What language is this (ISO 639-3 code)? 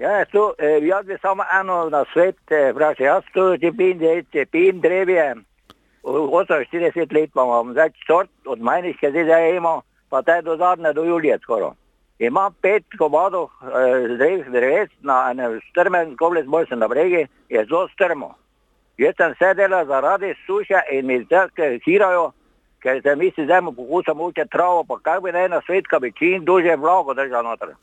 slv